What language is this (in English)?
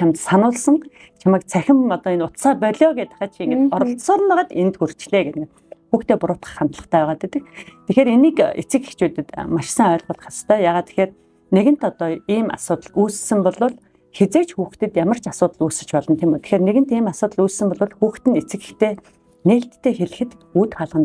Mongolian